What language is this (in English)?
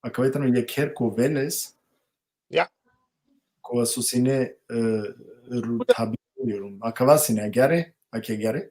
Balkan Romani